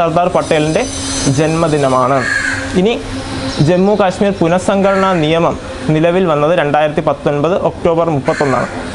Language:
Malayalam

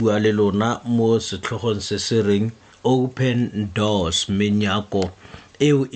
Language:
Tswana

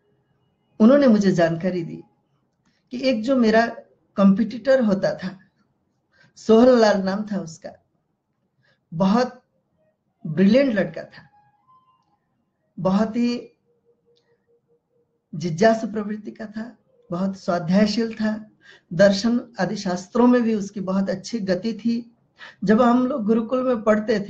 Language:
Hindi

